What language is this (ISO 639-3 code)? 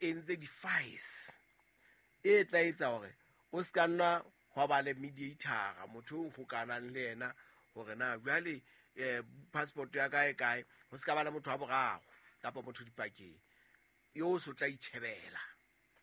sot